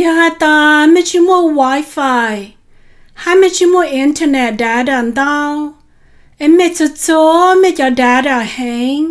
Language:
Hmong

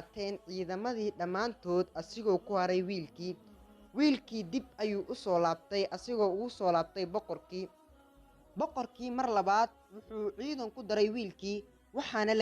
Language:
Somali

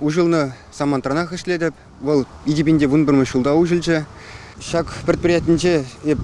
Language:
Chuvash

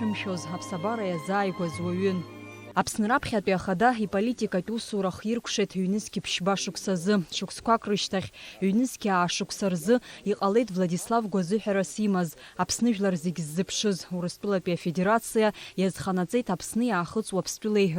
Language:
Abkhazian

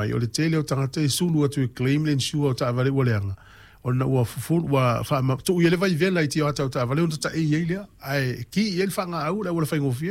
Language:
Samoan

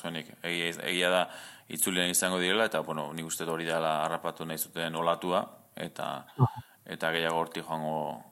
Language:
Basque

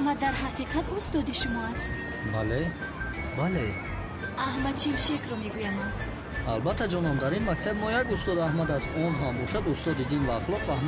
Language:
Tajik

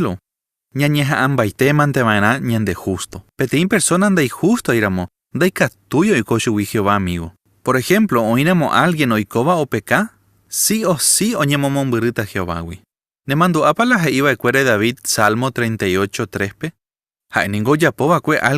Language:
Guarani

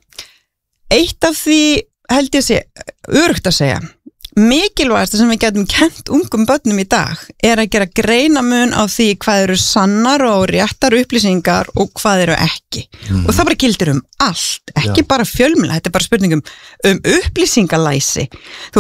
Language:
Icelandic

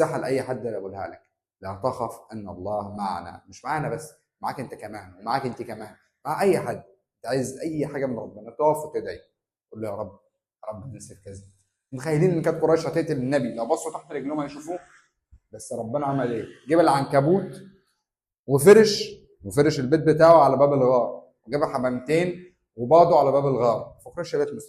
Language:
Egyptian Arabic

